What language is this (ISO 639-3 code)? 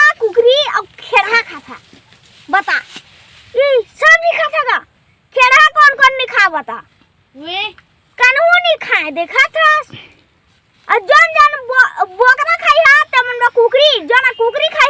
hne